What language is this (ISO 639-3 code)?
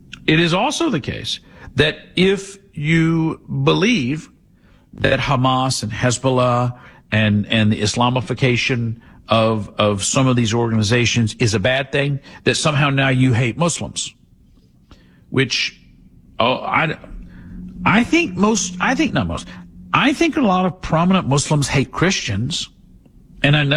eng